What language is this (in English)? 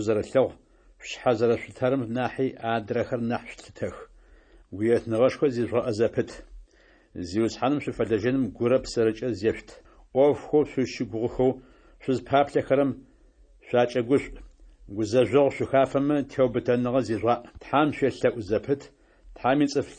Adyghe